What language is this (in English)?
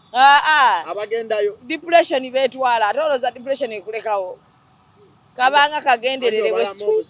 Ganda